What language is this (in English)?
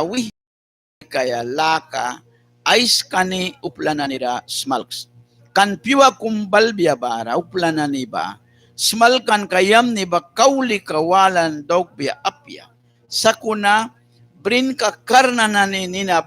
Mískito